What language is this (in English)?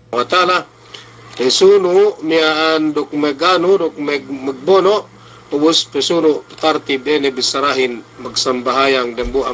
Yakan